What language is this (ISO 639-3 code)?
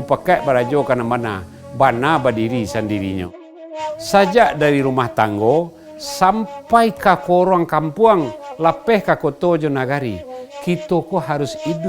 min